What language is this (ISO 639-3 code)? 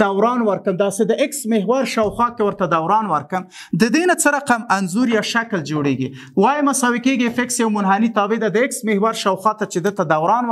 pus